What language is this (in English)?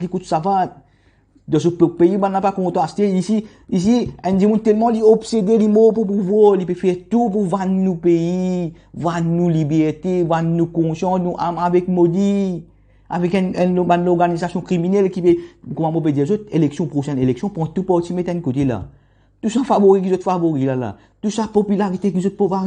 Morisyen